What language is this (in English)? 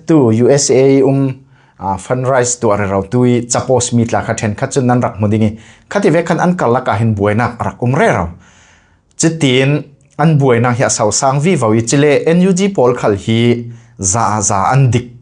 Falam Chin